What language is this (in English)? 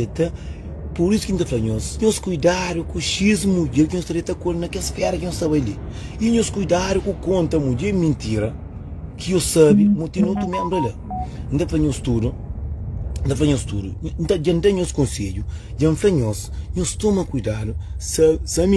Kabuverdianu